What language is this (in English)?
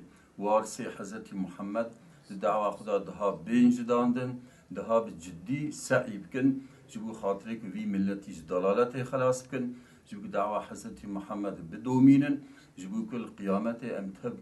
Kurdish